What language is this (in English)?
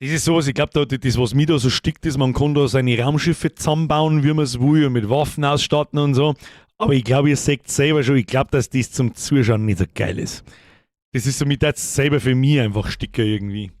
Bavarian